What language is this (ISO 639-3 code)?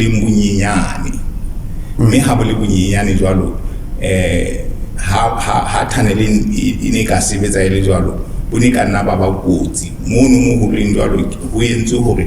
sot